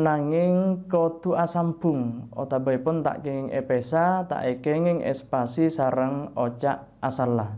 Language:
Madurese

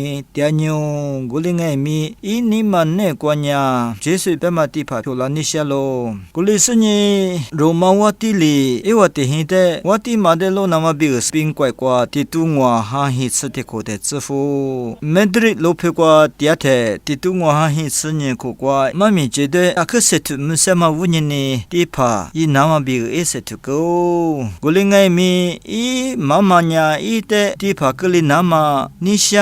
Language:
Lisu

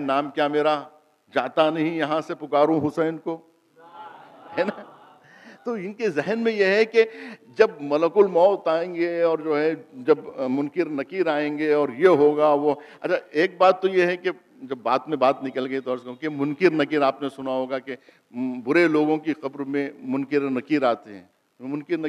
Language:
Urdu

